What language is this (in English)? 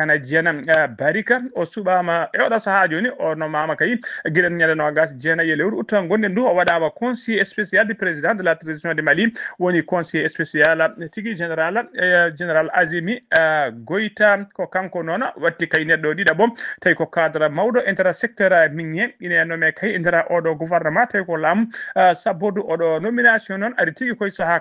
Fula